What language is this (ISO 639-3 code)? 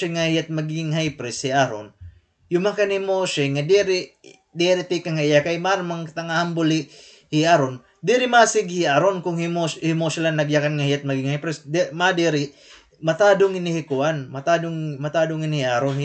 war